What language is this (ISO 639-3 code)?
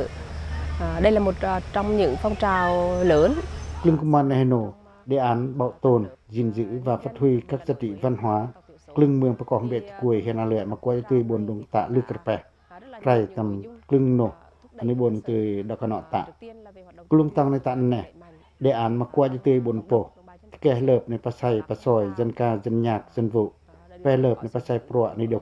pac